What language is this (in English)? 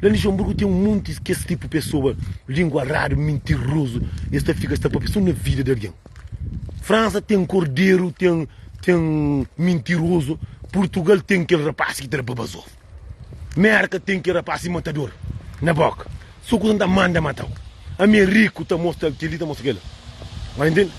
Kabuverdianu